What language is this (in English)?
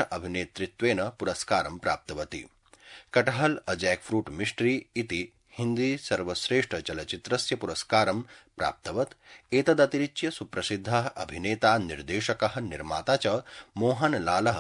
Sanskrit